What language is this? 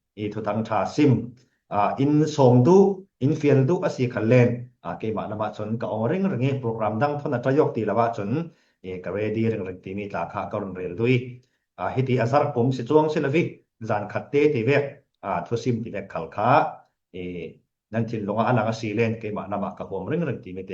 Falam Chin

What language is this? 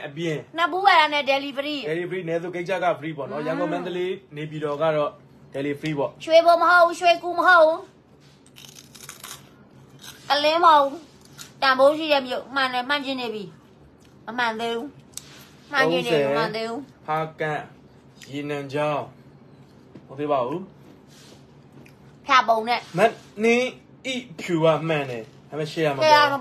Burmese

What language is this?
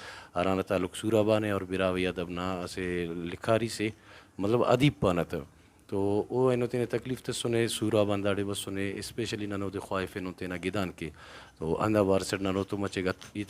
Brahui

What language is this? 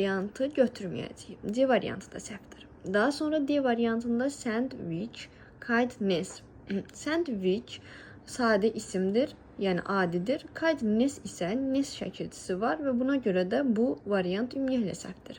Azerbaijani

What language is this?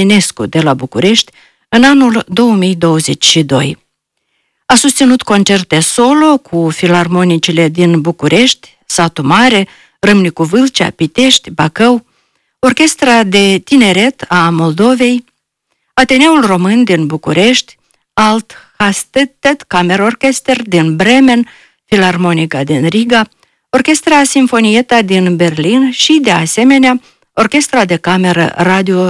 Romanian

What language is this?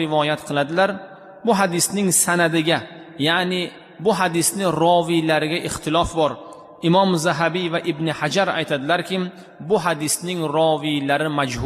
Uzbek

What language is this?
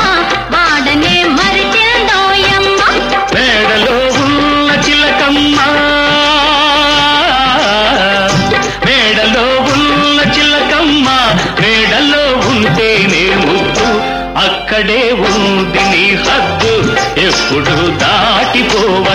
Telugu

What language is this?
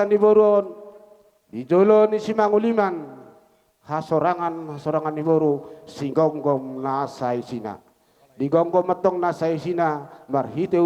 Batak Toba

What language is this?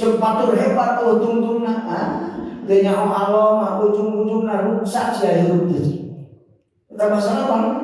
Sundanese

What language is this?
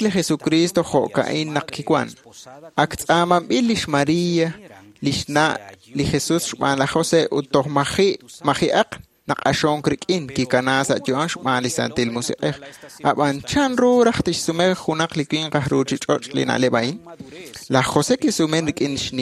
Kekchí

